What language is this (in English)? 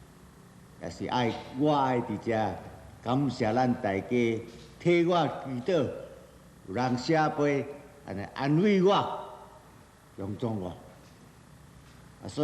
Min Nan Chinese